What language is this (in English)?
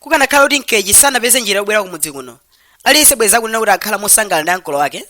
Nyanja